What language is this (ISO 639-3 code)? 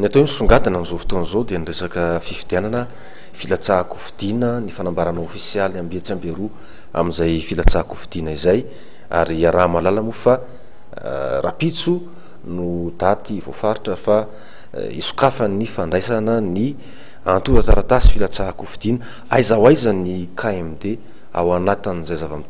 mlg